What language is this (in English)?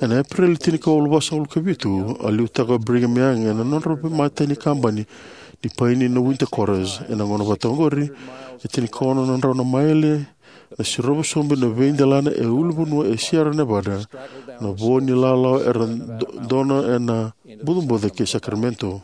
Fijian